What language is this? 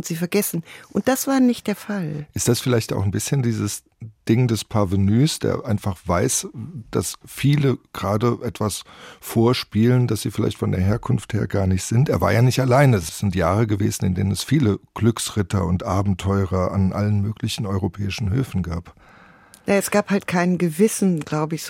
German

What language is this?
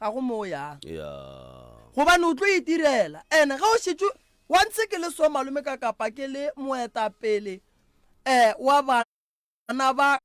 Northern Sotho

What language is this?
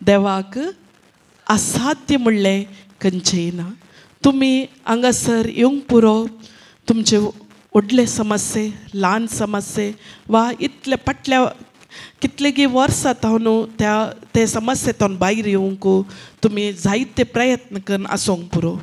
Konkani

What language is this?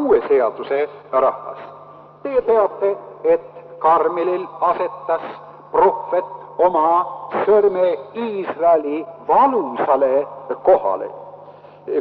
Estonian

